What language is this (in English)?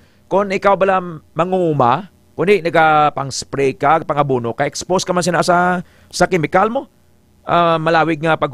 Hiligaynon